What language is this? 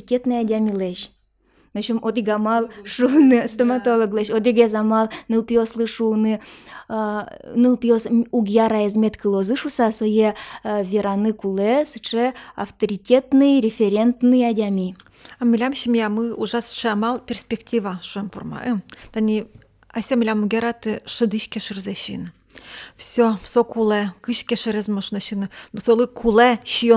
Udmurt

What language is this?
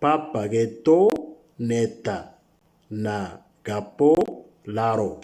Moro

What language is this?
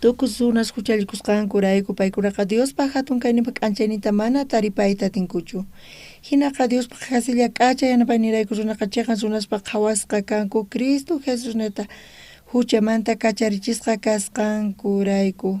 South Bolivian Quechua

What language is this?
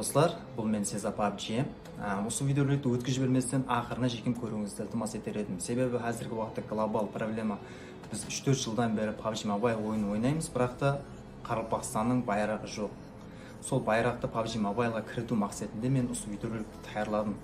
Kara-Kalpak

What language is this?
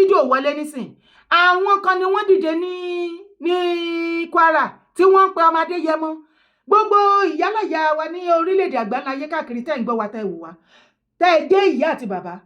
Yoruba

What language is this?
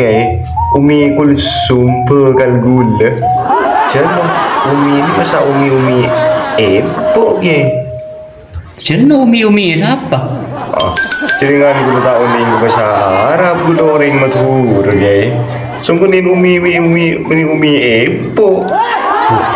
Madurese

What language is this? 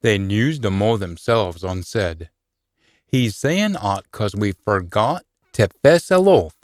Scots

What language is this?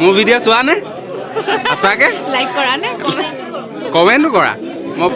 Assamese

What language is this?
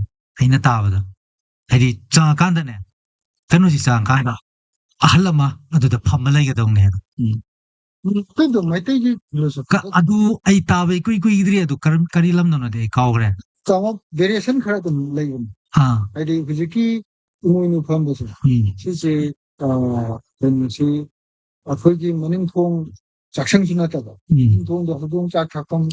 Manipuri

